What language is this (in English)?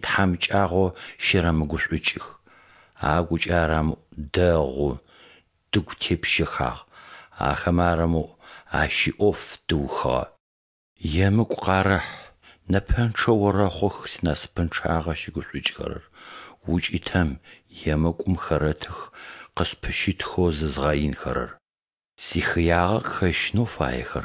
Adyghe